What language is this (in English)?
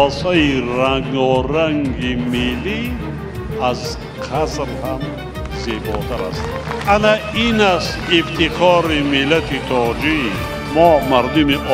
Tajik